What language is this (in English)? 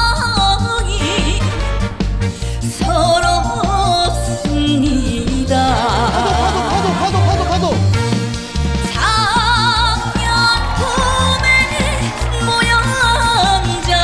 Korean